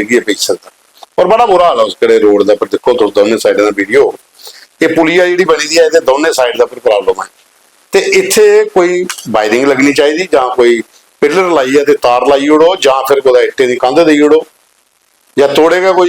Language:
Dogri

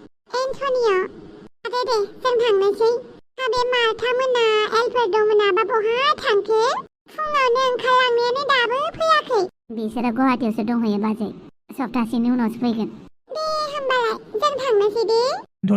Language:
Bodo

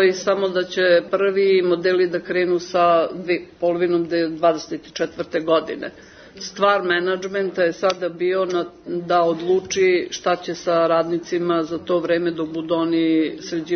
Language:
Serbian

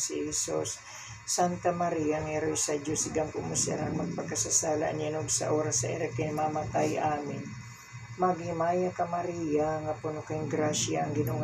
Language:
Waray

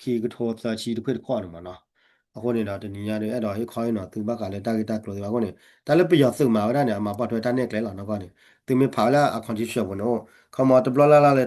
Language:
S'gaw Karen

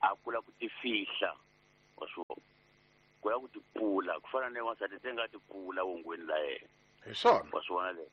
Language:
Tsonga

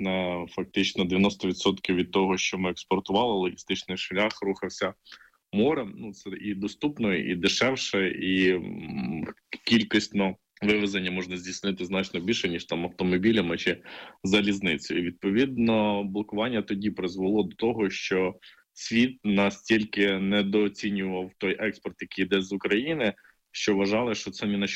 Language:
Ukrainian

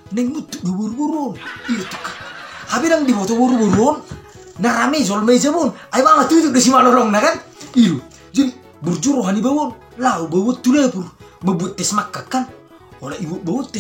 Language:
Batak Toba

